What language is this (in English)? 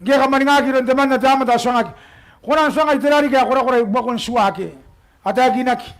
Gilbertese